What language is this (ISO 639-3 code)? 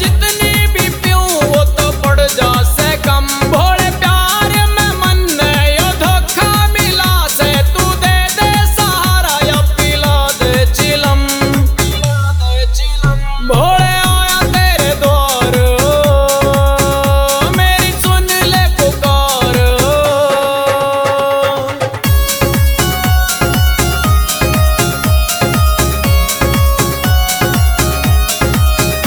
bgc